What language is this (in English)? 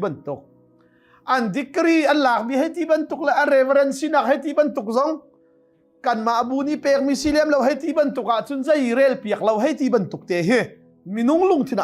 Hakha Chin